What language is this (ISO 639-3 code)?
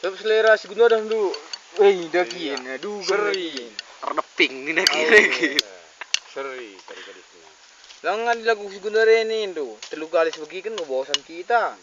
btx